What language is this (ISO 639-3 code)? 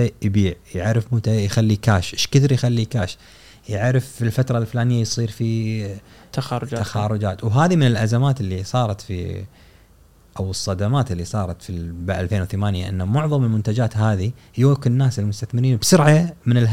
afb